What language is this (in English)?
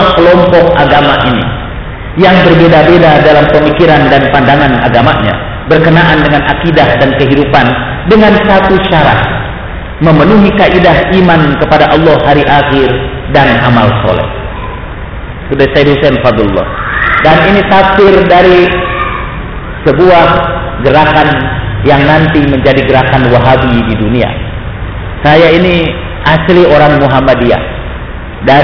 Indonesian